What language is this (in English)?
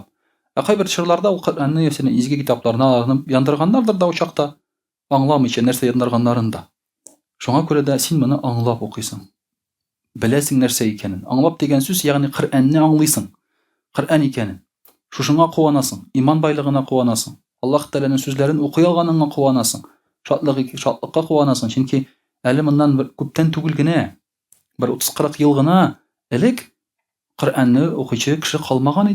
Tatar